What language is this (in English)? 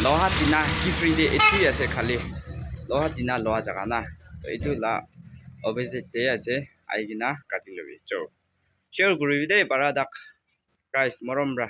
Naga Pidgin